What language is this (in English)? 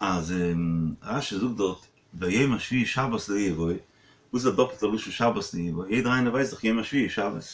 Yiddish